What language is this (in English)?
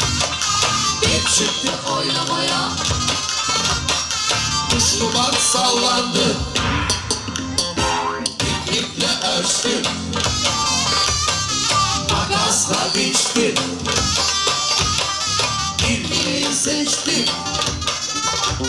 Turkish